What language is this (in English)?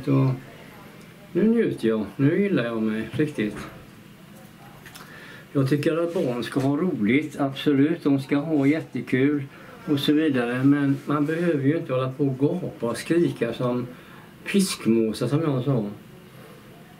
Swedish